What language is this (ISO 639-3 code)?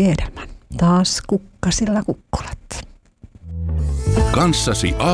fin